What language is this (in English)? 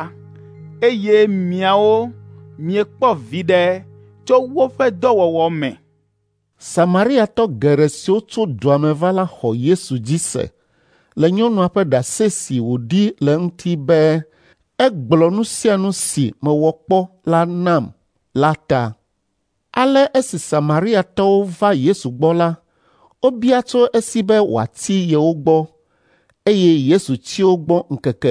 Ewe